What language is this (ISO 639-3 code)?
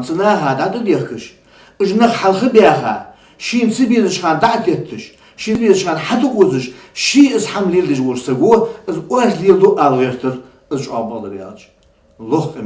inh